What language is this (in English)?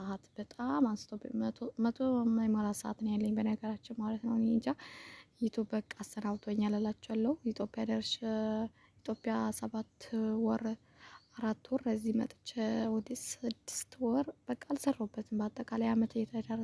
Amharic